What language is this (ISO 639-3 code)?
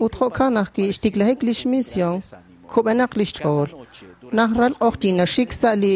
kek